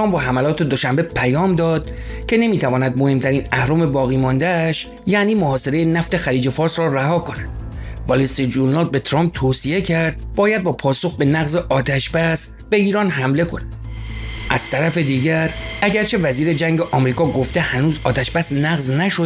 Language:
Persian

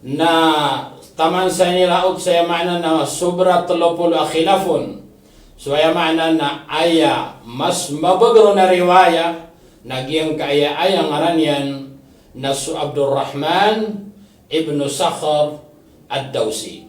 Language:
Maranao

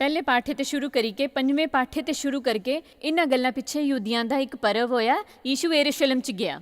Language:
Dogri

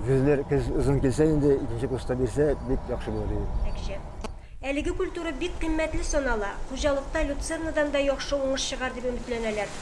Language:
Tatar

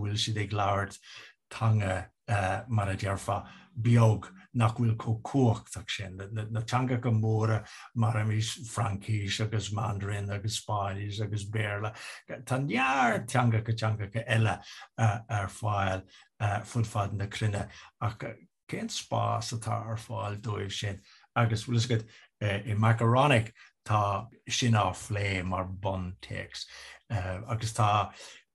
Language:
Irish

